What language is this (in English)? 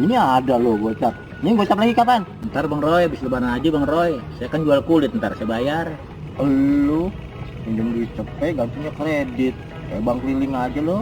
Betawi